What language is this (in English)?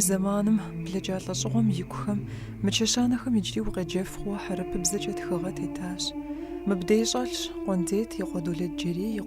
Kabardian